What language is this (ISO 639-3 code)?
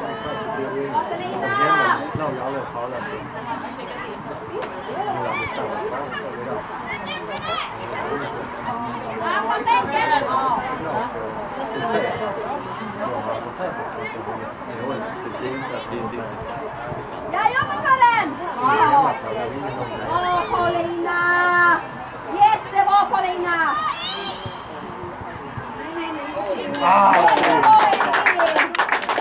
swe